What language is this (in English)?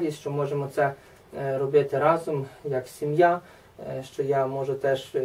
Ukrainian